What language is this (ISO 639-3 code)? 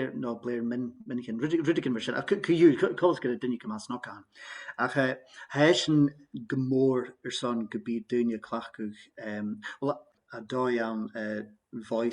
gla